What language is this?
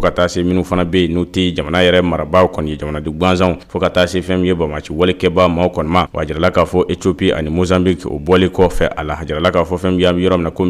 Bambara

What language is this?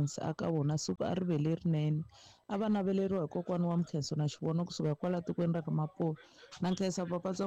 Tsonga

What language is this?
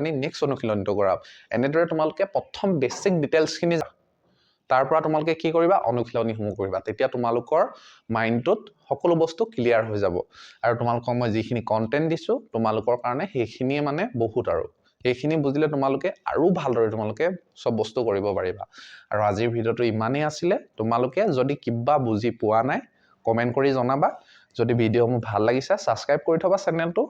Assamese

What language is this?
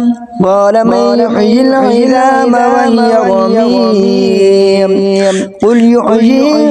Arabic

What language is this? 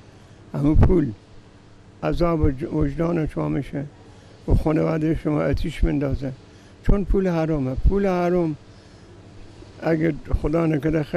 Persian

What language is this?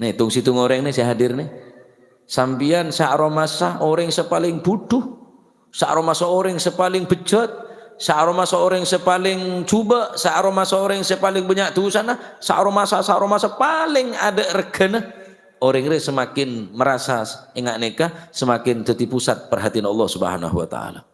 Madurese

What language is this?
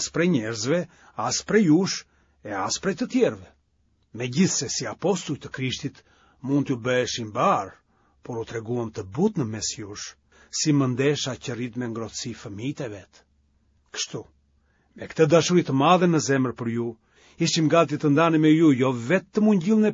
Albanian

